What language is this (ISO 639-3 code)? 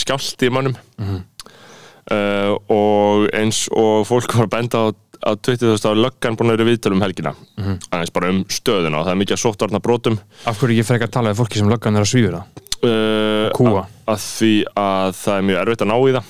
isl